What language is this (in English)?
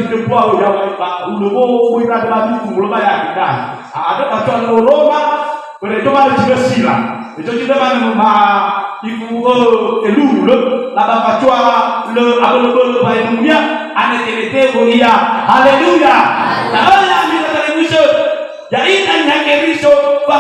Nias